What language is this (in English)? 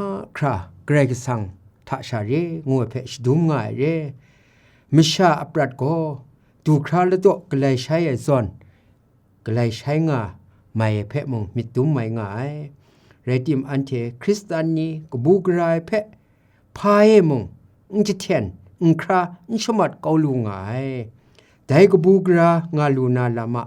Kachin